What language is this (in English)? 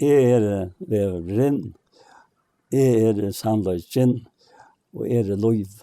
Faroese